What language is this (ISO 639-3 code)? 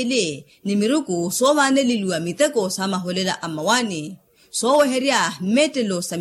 vmw